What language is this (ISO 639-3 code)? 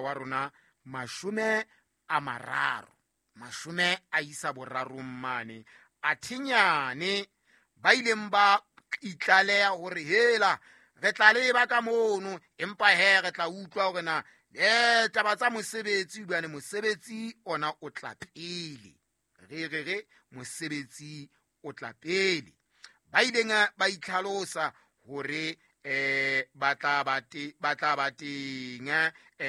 sot